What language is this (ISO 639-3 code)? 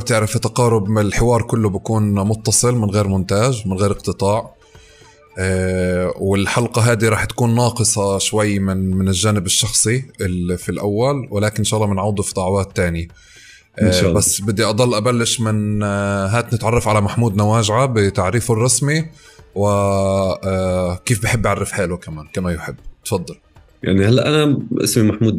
apc